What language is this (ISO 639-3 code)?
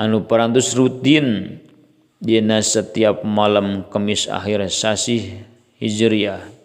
sun